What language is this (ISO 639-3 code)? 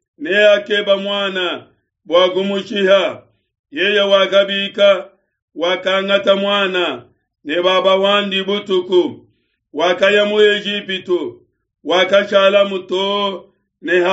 lua